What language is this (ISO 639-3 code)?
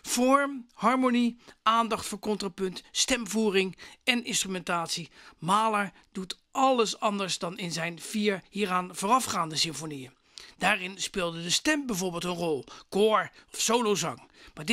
nld